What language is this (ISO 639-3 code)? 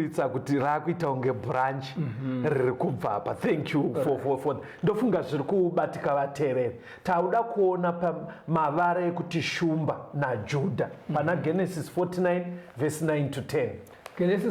sna